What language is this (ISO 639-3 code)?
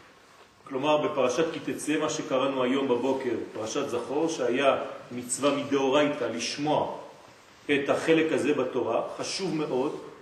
heb